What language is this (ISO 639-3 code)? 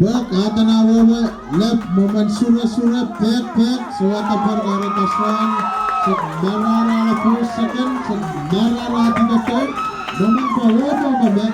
pon